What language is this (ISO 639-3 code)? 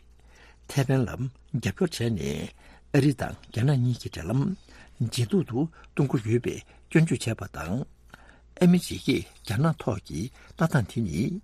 bod